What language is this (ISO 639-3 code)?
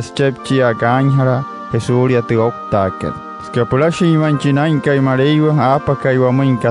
guc